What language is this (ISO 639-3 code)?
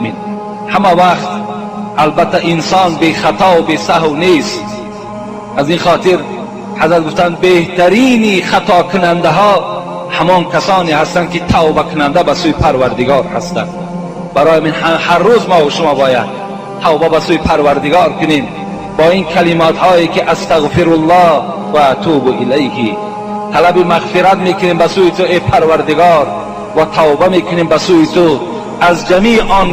tgk